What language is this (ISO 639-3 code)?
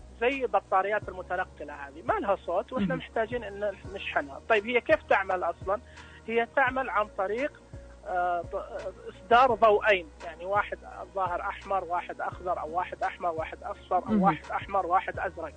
ars